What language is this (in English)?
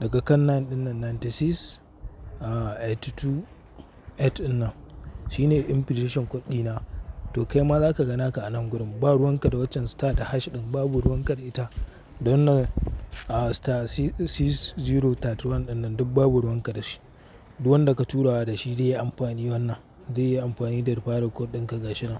Hausa